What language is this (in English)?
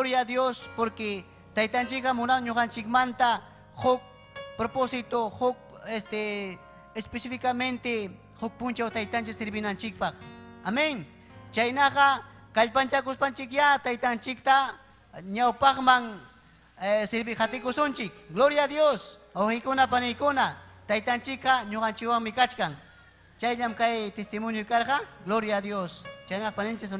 Ayacucho Quechua